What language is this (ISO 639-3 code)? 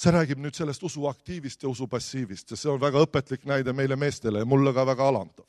est